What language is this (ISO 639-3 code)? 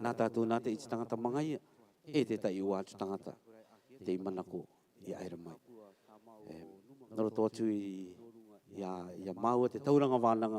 rar